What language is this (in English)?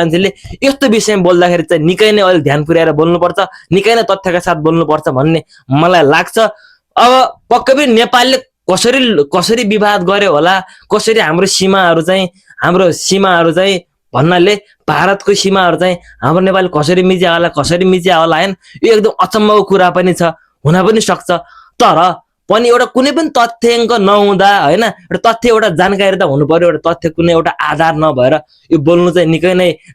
Nepali